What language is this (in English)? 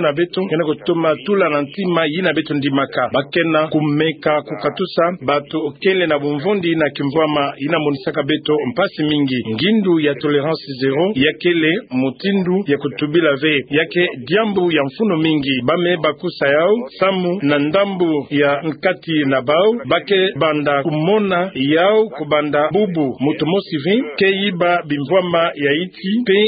Kituba (Democratic Republic of Congo)